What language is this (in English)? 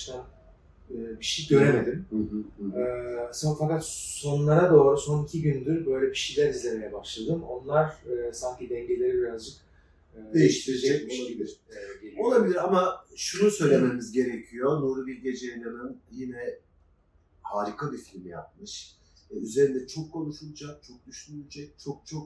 Turkish